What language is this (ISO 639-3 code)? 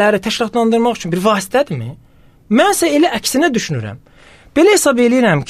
aze